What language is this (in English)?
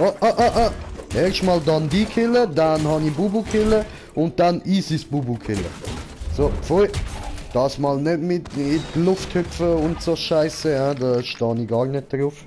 Swiss German